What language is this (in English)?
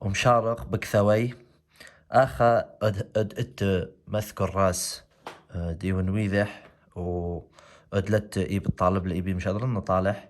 Assyrian Neo-Aramaic